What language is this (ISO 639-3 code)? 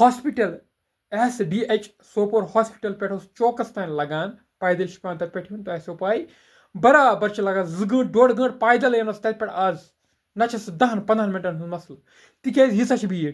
kas